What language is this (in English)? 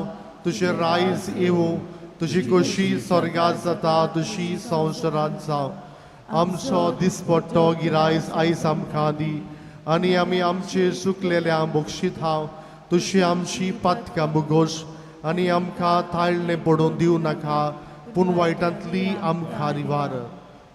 Konkani